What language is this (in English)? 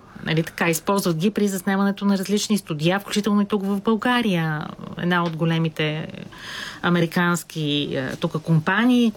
Bulgarian